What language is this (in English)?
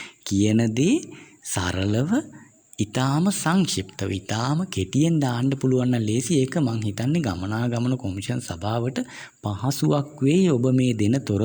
Sinhala